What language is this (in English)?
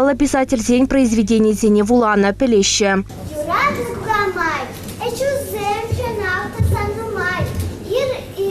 Chuvash